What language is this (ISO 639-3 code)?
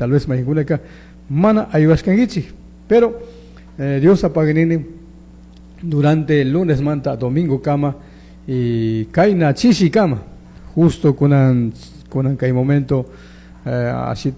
qug